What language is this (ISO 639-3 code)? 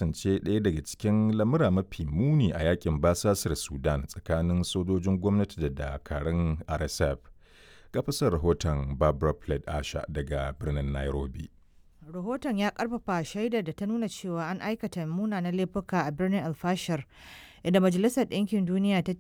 hau